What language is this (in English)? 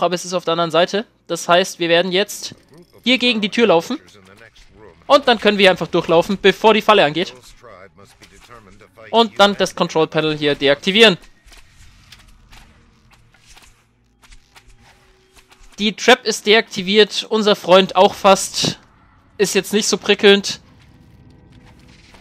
German